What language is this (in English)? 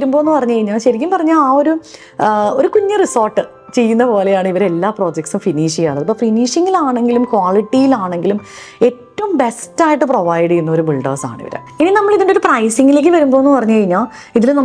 Malayalam